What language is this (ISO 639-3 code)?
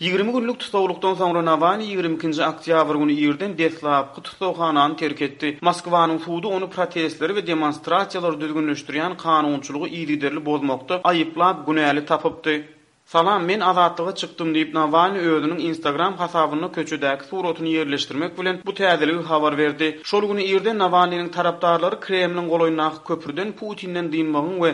tuk